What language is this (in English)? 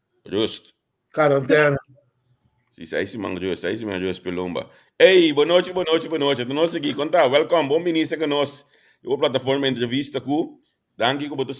Papiamento